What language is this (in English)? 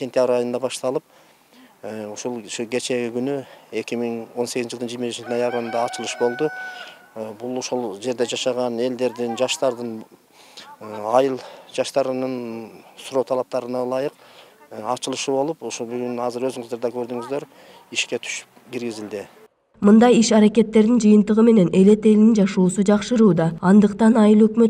Kyrgyz